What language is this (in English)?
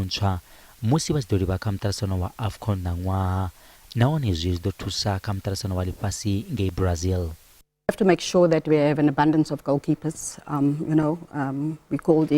Venda